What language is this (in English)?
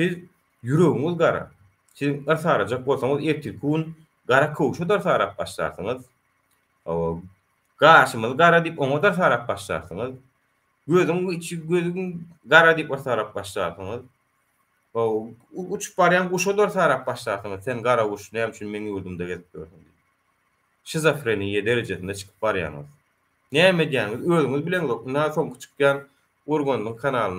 Turkmen